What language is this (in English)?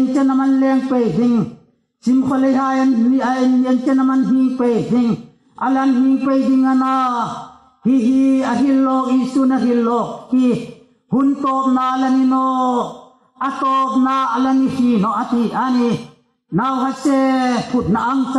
Hmar